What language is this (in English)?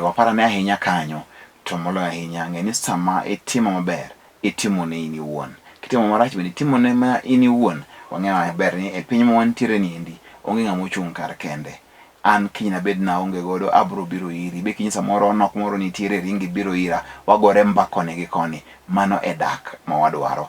Luo (Kenya and Tanzania)